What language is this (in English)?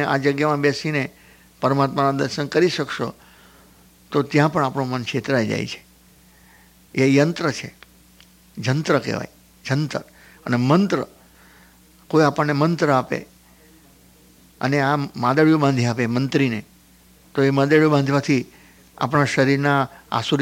Gujarati